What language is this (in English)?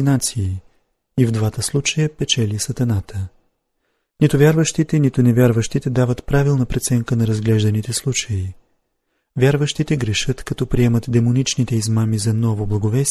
Bulgarian